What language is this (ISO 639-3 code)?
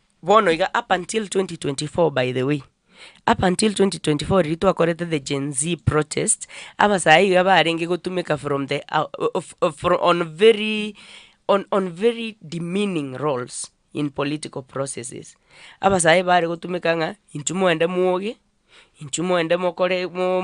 guz